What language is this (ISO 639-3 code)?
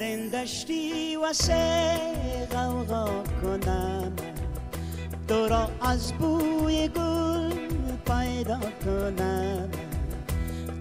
fas